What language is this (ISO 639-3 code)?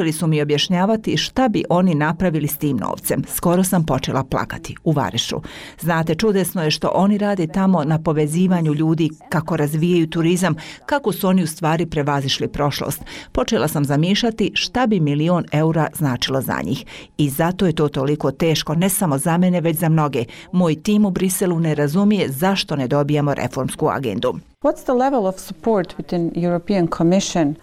bos